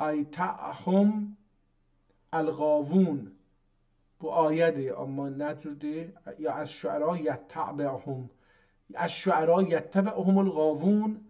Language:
South Azerbaijani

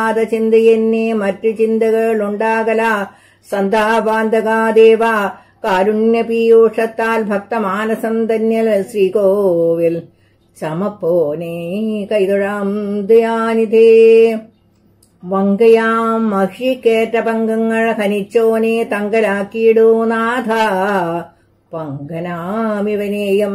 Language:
Malayalam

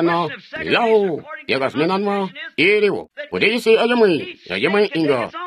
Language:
Tonga (Zambia)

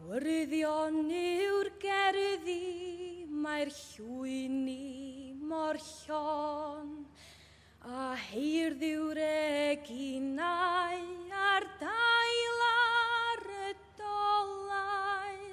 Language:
Welsh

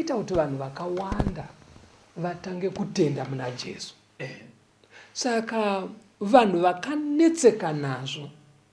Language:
Shona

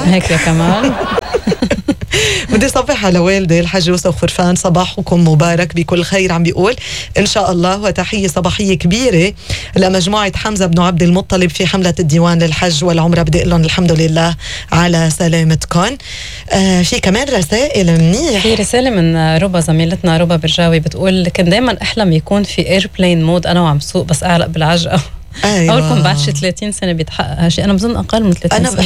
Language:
North Levantine Arabic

